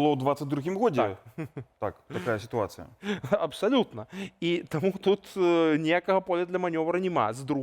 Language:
Belarusian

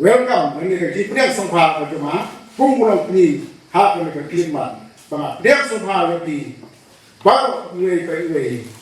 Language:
Khasi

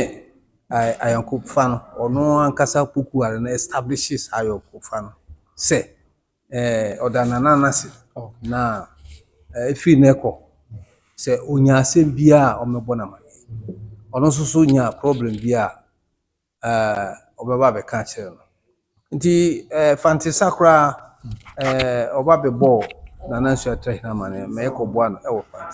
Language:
Akan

